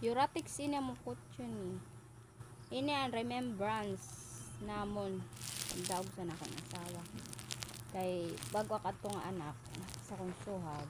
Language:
Waray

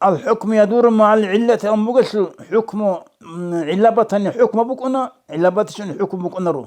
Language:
Avaric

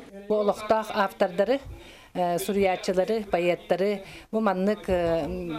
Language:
Yakut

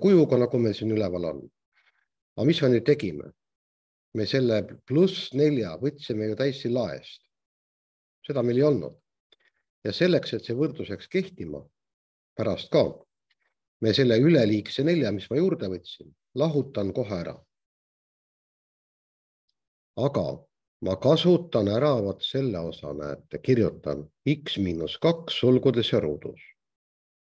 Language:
Estonian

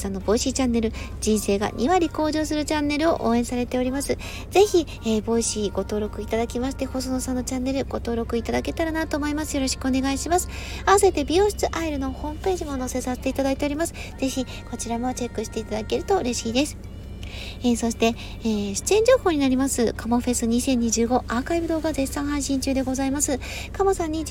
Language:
Japanese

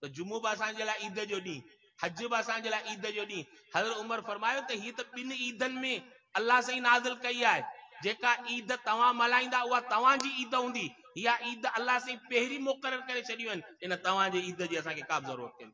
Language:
Sindhi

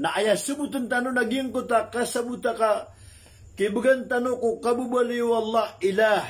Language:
Maranao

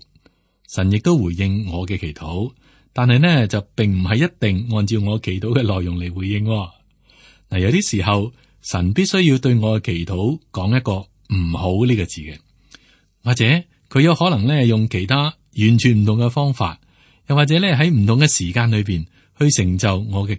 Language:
Cantonese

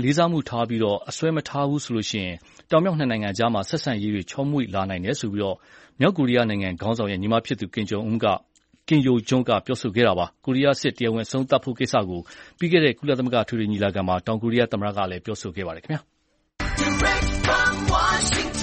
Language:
Burmese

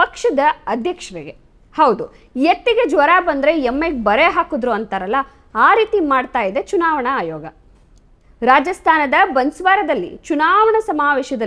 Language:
Kannada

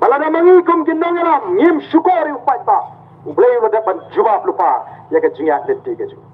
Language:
Khasi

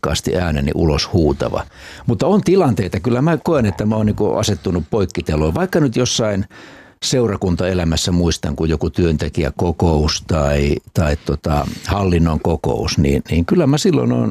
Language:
Finnish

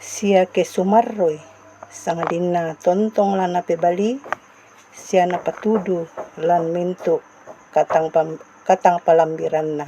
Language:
Toraja-Sa'dan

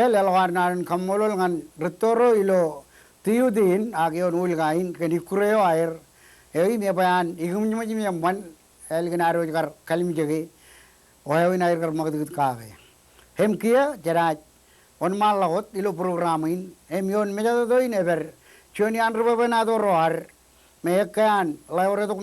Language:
Marshallese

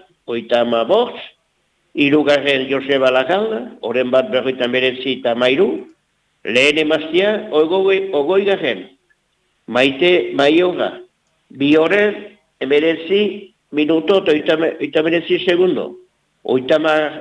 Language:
Basque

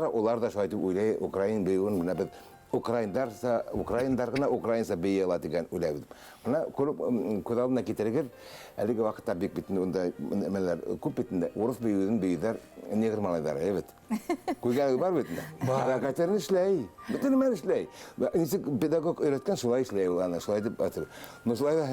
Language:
Bashkir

